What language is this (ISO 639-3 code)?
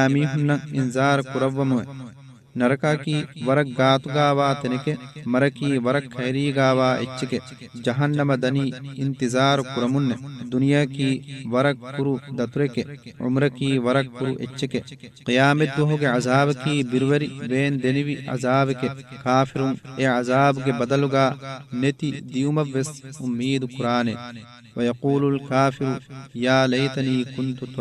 div